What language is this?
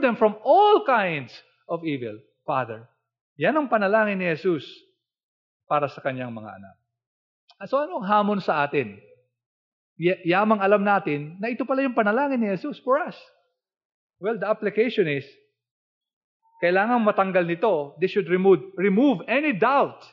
Filipino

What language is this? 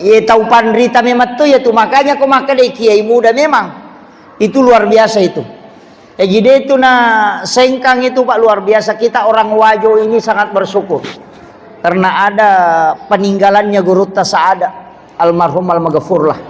Buginese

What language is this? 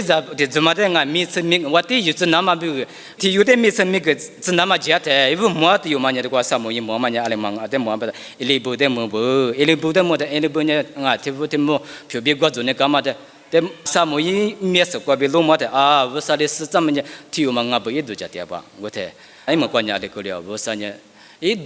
Lisu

